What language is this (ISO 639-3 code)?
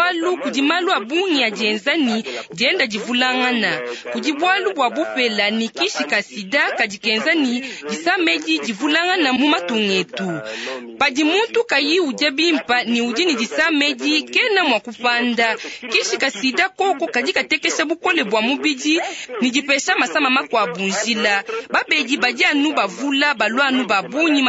lua